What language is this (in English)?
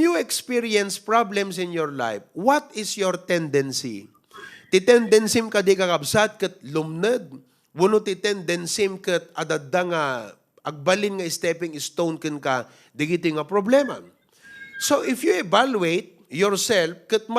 Iloko